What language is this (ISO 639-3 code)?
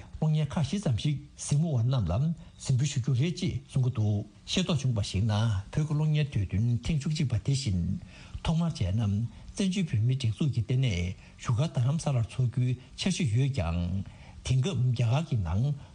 bod